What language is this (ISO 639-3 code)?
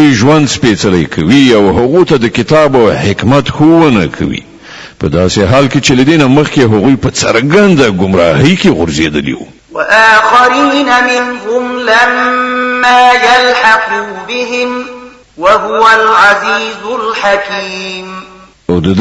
pus